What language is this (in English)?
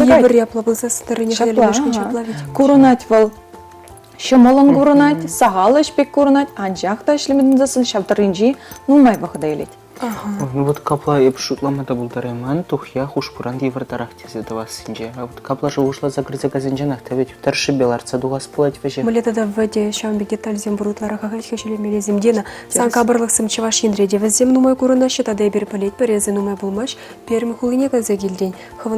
Chuvash